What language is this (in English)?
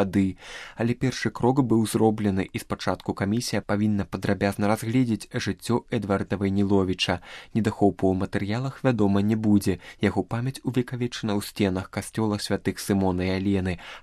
Belarusian